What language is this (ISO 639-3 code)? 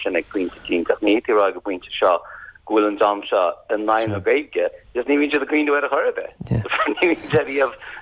gle